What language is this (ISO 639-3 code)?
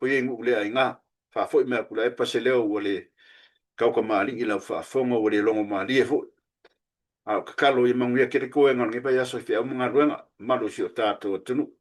smo